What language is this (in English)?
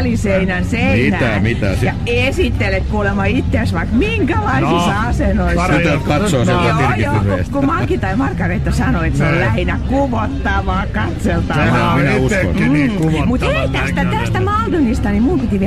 Finnish